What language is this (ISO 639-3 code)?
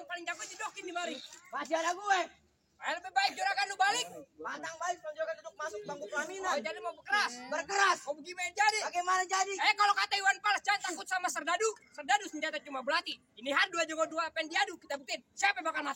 bew